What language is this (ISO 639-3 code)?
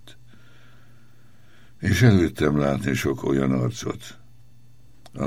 hun